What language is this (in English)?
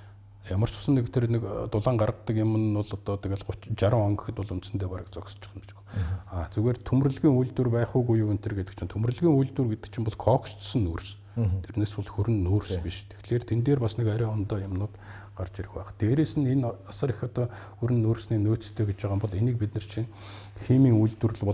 Mongolian